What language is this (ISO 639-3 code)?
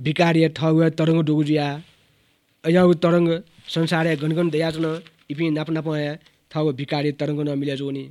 new